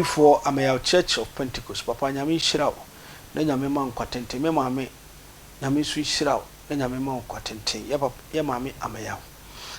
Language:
Akan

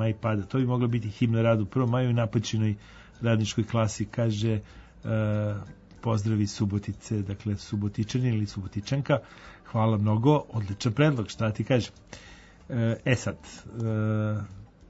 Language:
Serbian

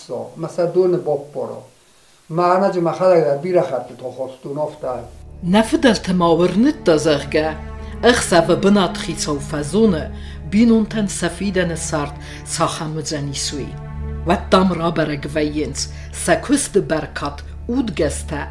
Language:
Ossetic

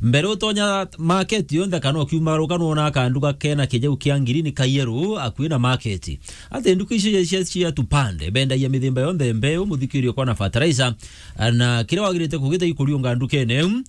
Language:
Meru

